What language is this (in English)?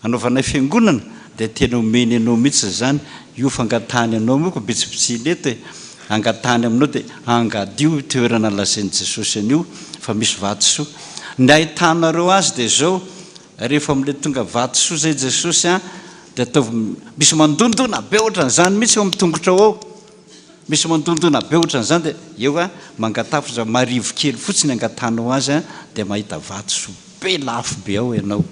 Malagasy